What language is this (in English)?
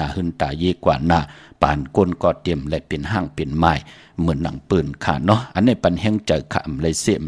Shan